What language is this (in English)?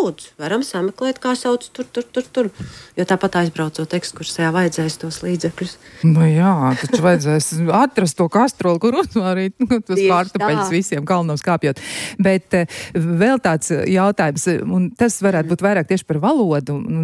Latvian